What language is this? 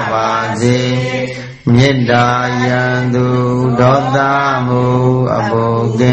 Burmese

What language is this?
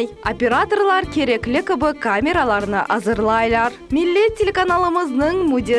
Crimean Tatar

